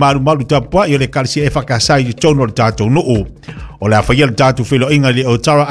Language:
Samoan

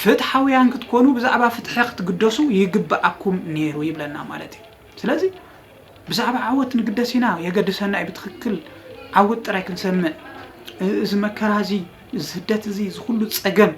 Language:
Tigrinya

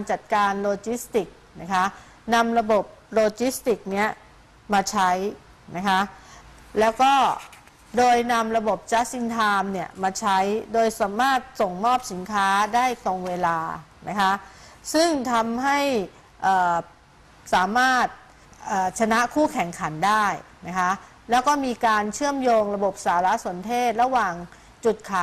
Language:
Thai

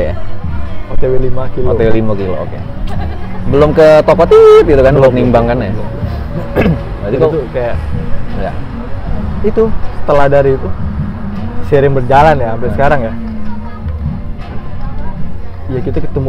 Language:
Indonesian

